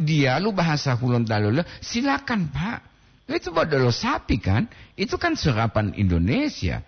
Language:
Gorontalo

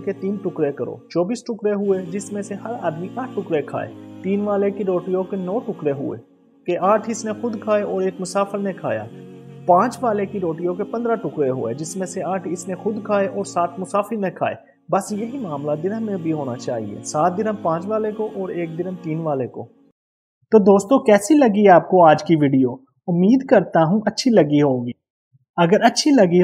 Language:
Urdu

